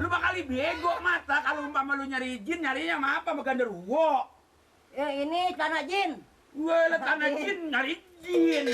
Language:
Betawi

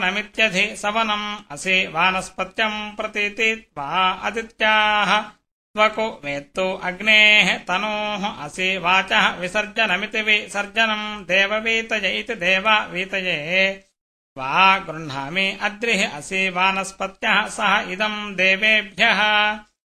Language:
Sanskrit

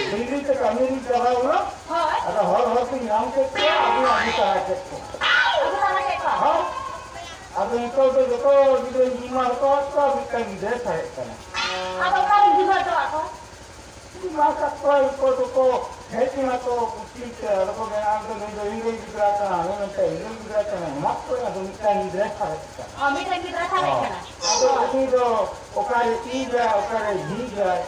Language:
Santali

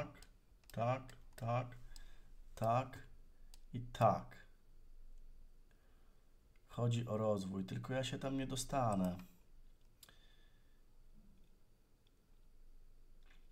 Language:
Polish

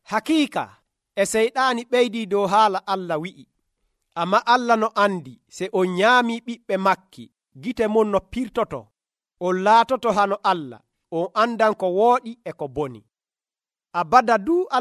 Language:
Nigerian Fulfulde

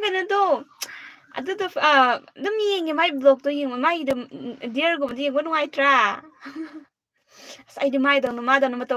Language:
Manipuri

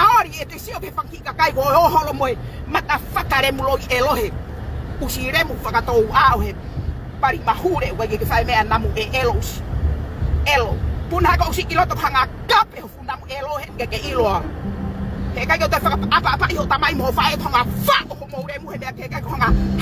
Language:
Tongan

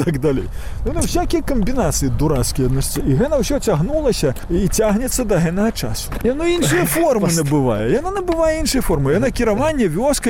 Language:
Belarusian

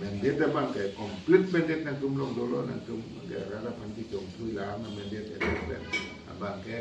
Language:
Karbi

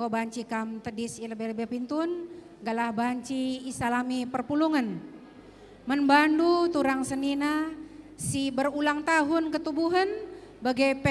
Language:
Batak Karo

